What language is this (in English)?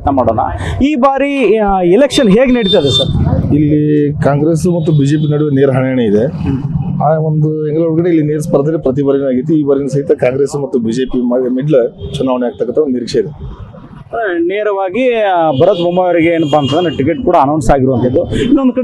Kannada